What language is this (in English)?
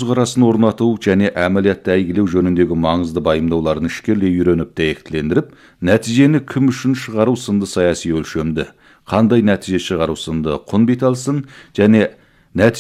Kazakh